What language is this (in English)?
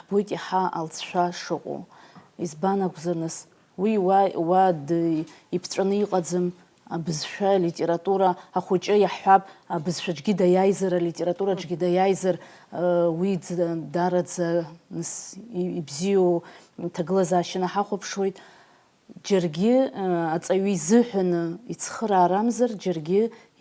Abkhazian